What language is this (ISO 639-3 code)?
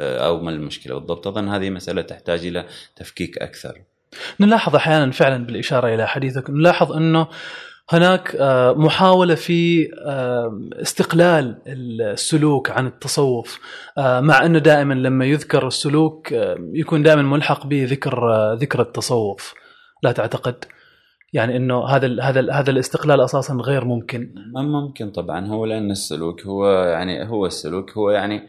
afb